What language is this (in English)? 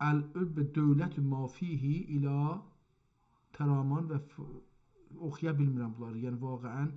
South Azerbaijani